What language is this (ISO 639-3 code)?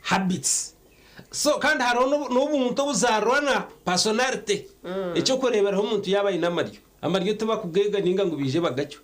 nyn